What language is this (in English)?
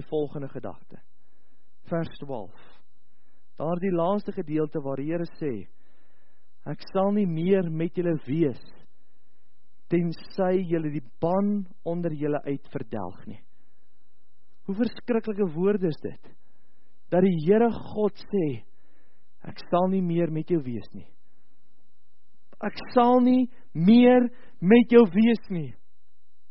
Afrikaans